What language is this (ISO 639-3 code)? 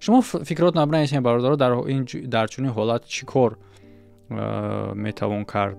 tgk